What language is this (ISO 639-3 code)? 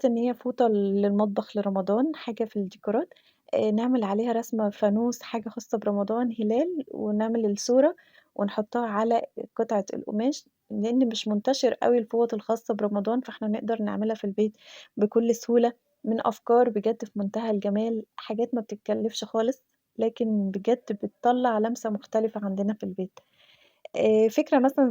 arz